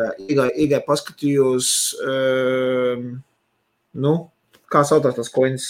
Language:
Latvian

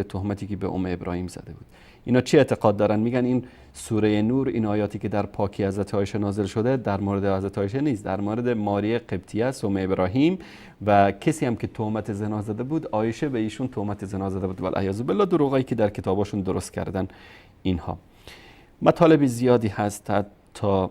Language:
Persian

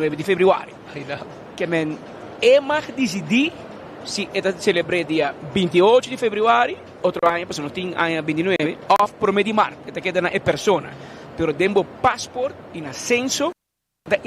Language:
Papiamento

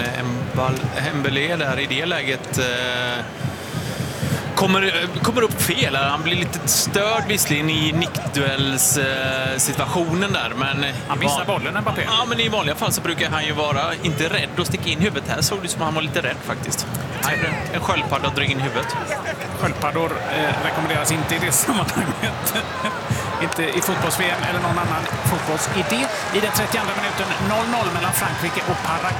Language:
Swedish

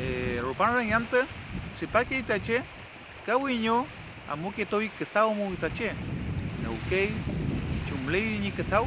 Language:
Mapuche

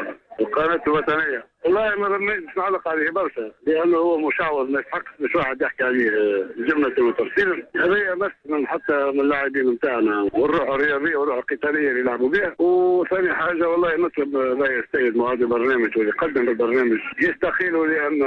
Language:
Tunisian Arabic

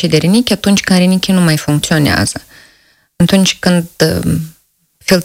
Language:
Romanian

